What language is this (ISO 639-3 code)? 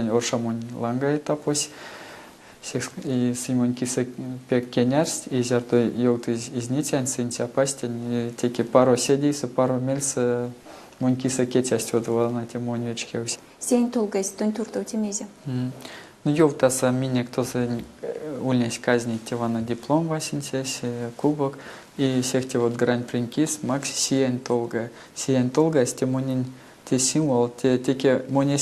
myv